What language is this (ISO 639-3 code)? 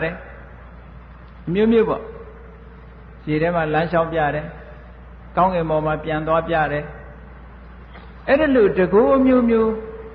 mya